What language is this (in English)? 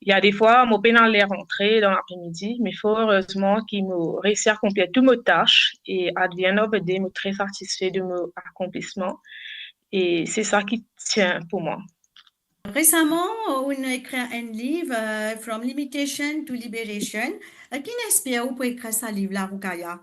Morisyen